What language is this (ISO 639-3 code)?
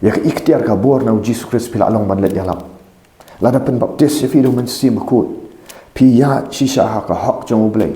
kha